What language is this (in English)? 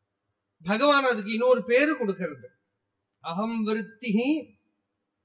Tamil